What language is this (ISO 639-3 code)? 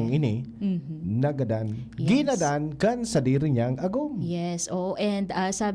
bik